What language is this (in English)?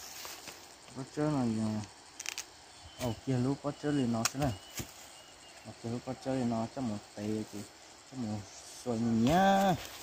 Vietnamese